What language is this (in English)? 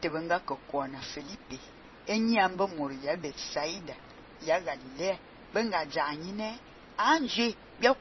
Fang